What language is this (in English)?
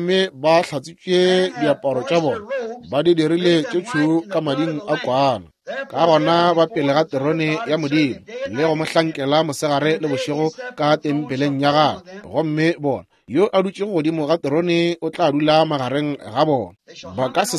Northern Sotho